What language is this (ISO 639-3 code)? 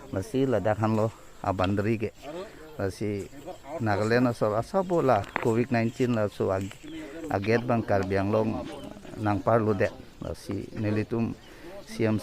mjw